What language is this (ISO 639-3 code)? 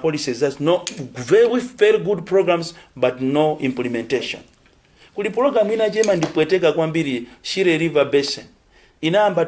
nya